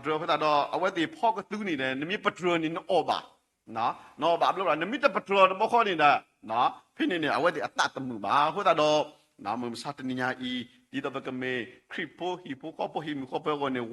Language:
S'gaw Karen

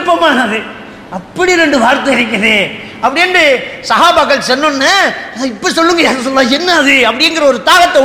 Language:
Tamil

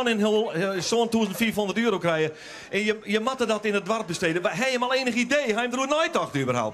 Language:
Western Frisian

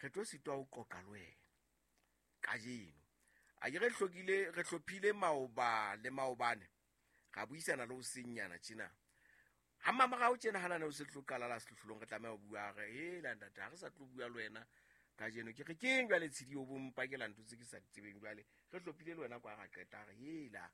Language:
Southern Sotho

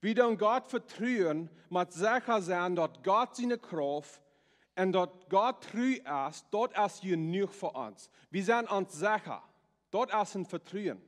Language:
Plautdietsch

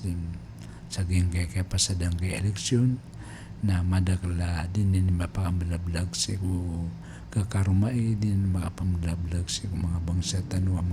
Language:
Maranao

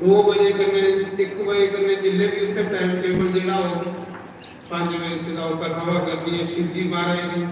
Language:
Dogri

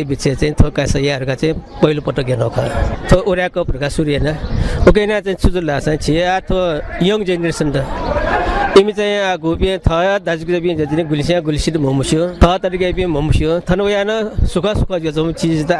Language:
Newari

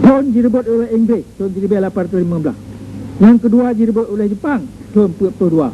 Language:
Achinese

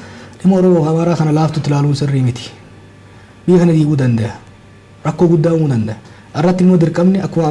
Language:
Oromo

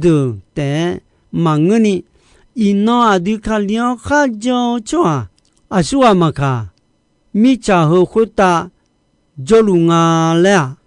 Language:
Akha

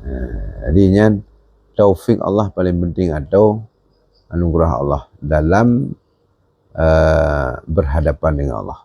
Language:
Achinese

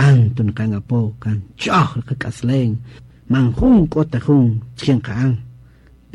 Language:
Kaqchikel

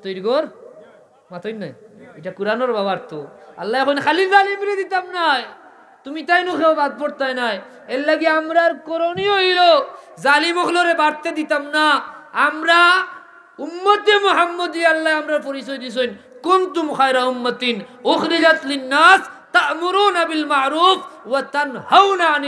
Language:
Sylheti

